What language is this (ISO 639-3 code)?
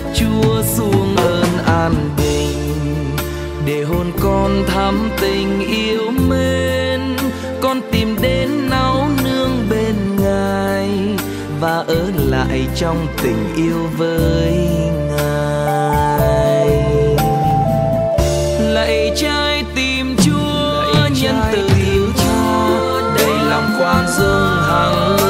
vie